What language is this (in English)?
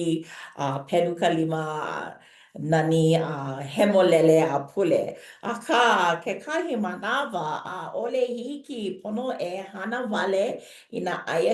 Hawaiian